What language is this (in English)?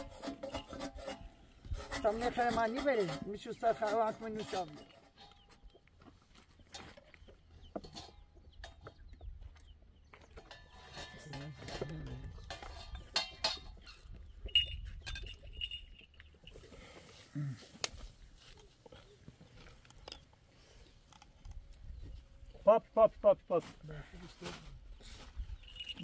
Persian